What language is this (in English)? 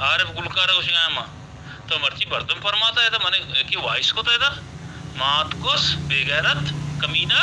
Baluchi